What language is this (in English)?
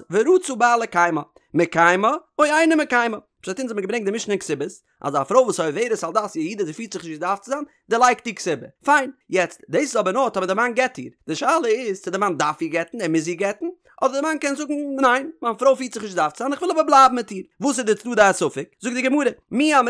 Yiddish